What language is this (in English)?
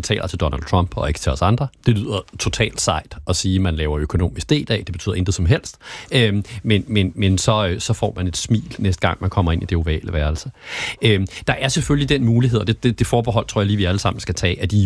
Danish